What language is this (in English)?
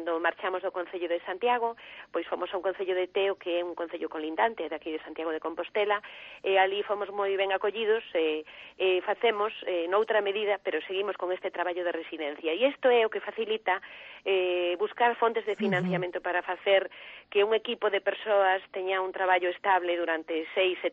Galician